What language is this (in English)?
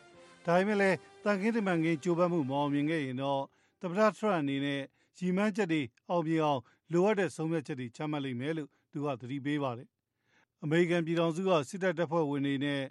Burmese